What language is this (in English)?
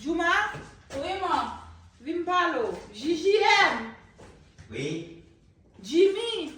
Haitian Creole